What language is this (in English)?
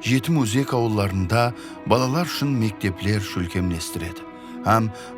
Kara-Kalpak